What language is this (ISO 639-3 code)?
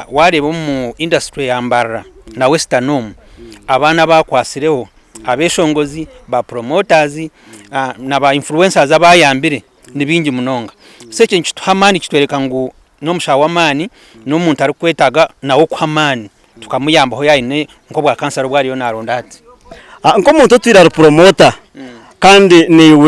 nyn